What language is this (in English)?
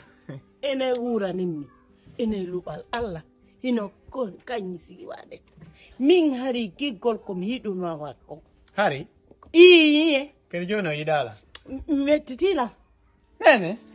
Fula